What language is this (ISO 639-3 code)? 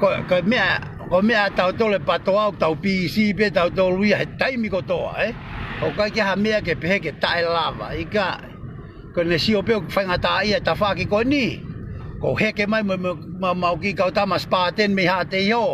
ton